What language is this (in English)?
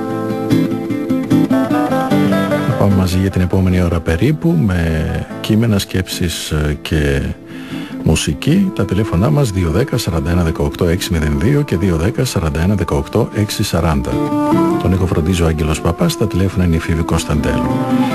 Greek